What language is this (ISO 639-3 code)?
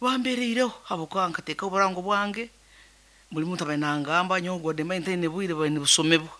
nyn